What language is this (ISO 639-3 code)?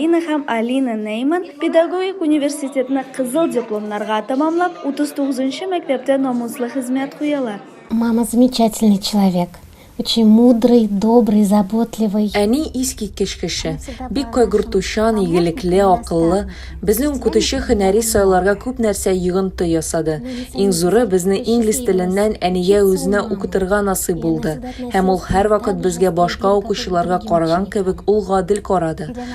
tat